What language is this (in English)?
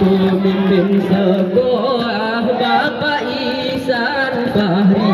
Gayo